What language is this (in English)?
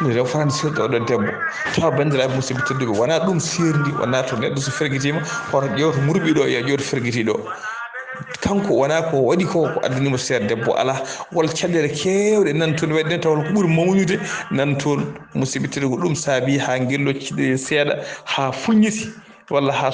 Fula